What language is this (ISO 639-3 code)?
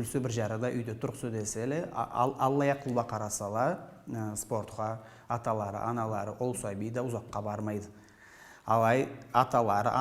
krc